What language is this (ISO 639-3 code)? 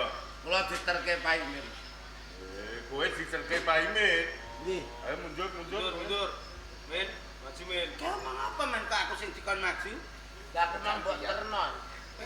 jav